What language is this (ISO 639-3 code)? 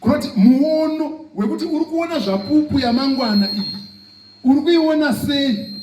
sna